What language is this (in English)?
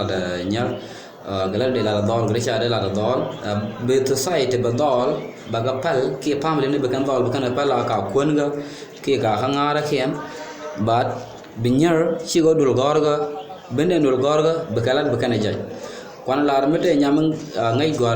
Nuer